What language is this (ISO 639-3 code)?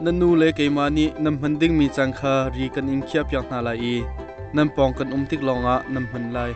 cnh